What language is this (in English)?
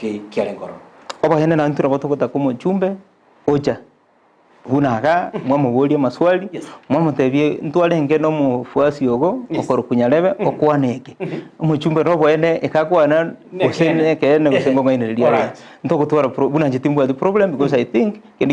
Gusii